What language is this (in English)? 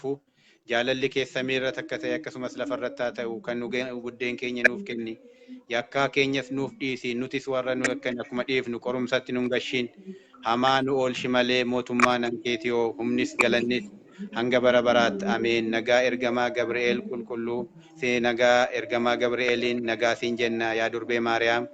Oromo